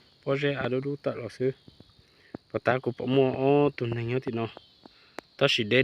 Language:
Hmong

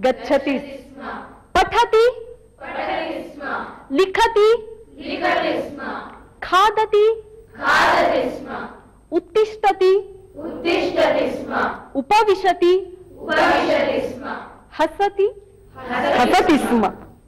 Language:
Sanskrit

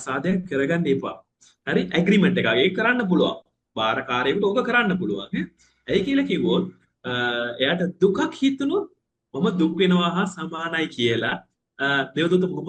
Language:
Sinhala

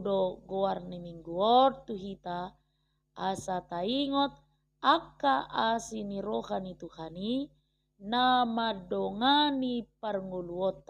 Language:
Batak Toba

